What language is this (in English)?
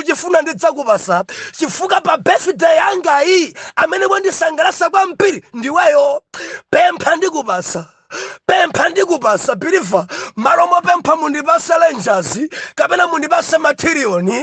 Nyanja